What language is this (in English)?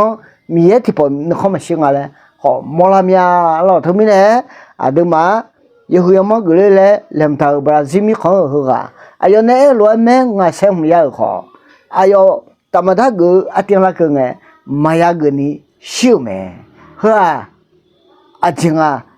Akha